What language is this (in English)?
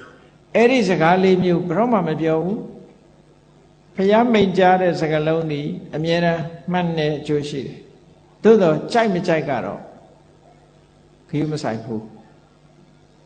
Burmese